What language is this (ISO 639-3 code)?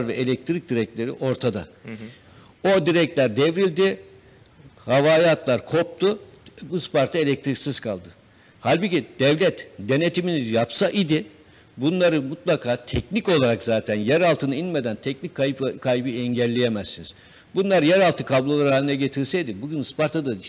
tur